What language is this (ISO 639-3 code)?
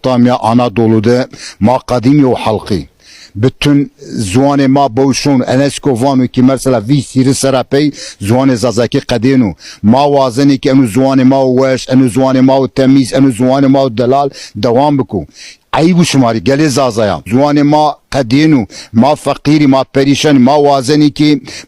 zza